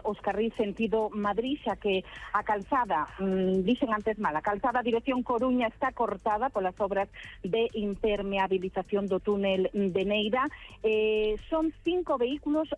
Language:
Galician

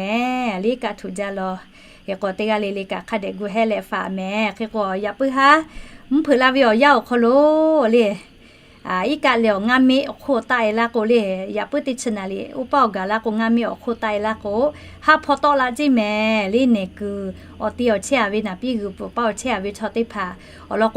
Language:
Lahu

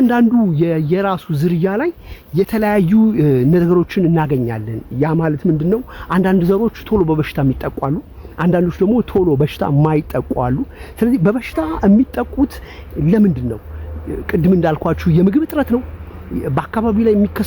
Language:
Amharic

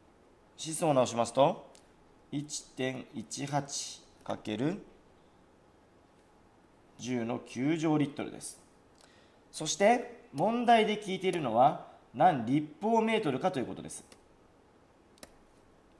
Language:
Japanese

